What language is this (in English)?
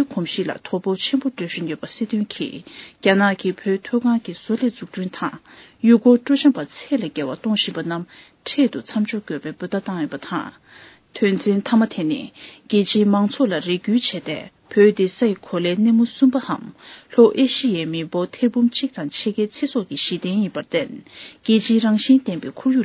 Tibetan